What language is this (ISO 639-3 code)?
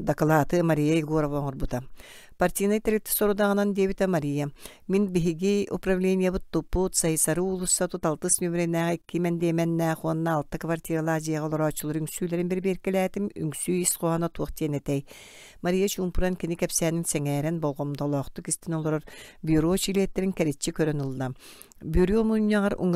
sah